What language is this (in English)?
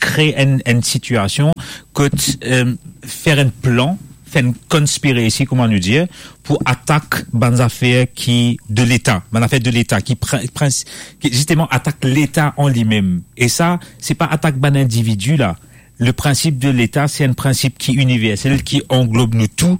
Morisyen